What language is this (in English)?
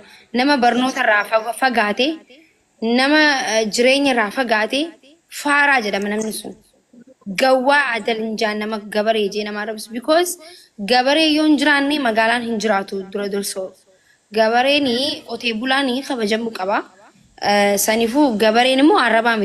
Oromo